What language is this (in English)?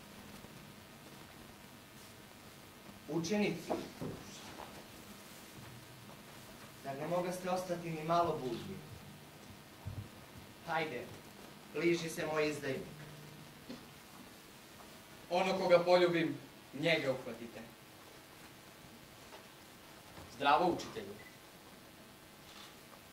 Serbian